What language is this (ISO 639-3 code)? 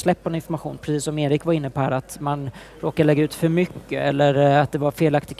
swe